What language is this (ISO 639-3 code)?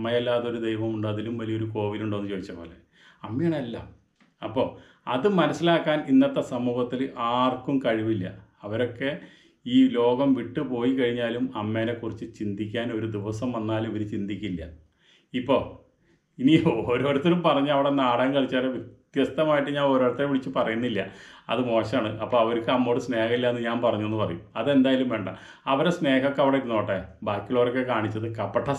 mal